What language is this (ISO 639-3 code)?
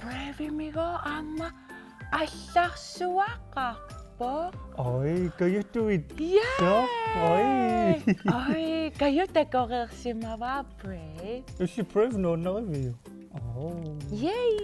kal